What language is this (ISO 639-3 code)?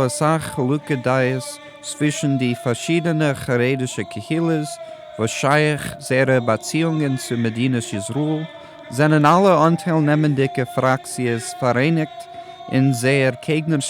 yid